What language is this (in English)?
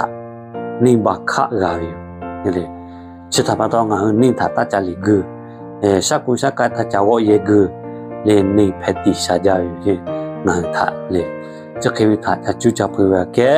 Lahu